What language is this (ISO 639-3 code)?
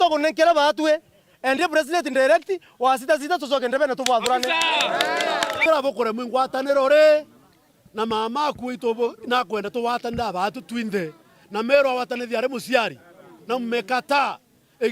mer